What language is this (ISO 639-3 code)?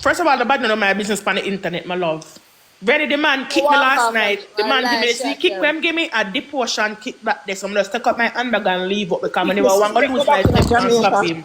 jam